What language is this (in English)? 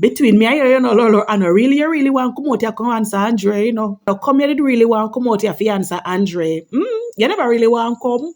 Jamaican Creole English